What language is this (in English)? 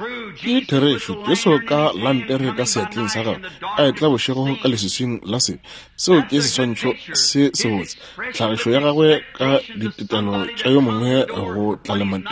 Northern Sotho